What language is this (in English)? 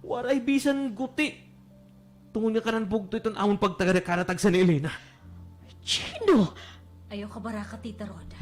Waray